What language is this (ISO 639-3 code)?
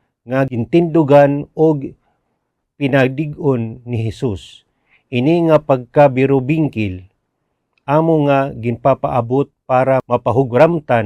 war